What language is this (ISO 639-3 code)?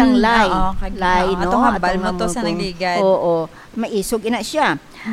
hil